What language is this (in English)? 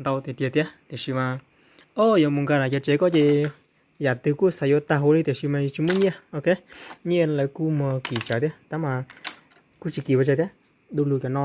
Hmong